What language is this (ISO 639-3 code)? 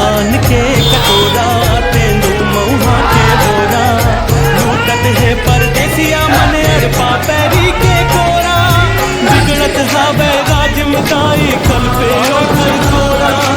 hne